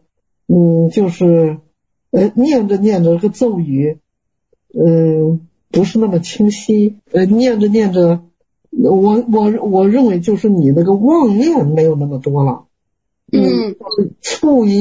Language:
Chinese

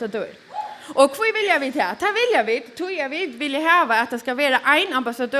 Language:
Faroese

